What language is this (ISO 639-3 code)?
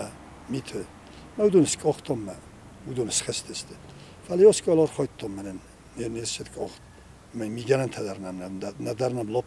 oss